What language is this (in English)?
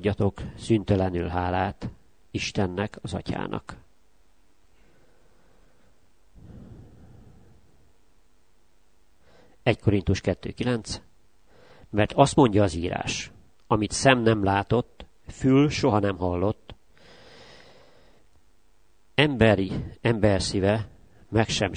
Hungarian